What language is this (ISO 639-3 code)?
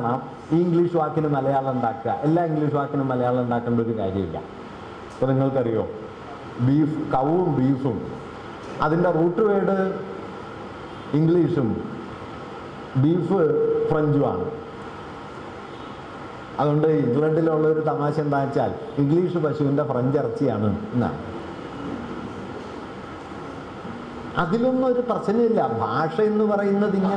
mal